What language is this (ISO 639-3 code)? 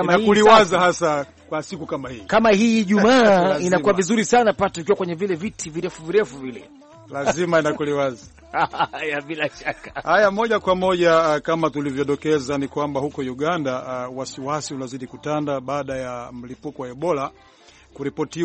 swa